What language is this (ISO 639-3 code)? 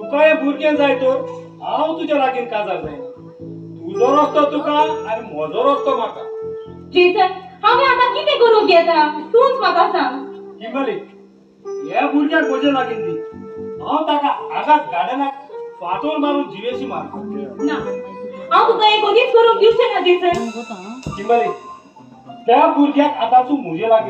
kok